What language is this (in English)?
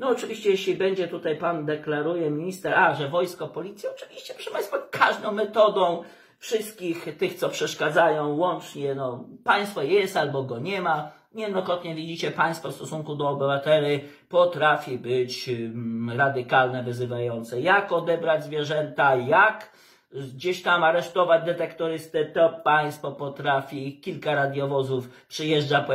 Polish